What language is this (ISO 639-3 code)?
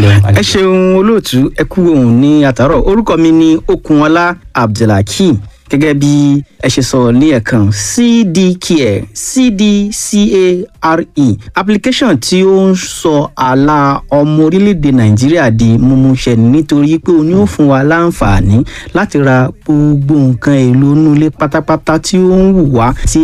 yor